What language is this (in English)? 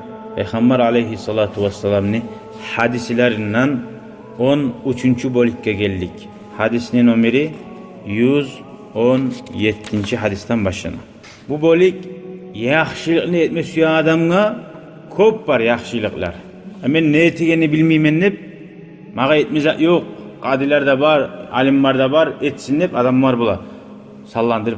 Kumyk